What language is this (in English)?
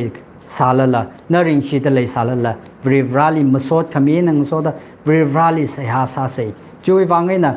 Tangkhul Naga (India)